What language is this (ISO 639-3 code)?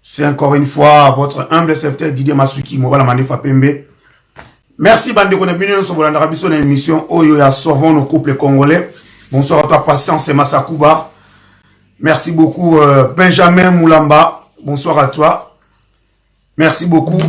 lin